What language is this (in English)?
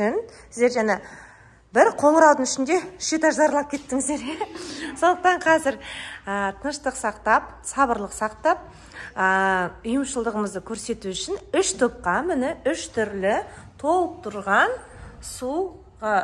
Kazakh